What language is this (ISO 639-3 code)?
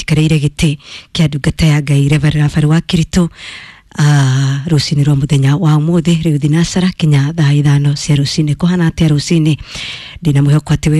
kik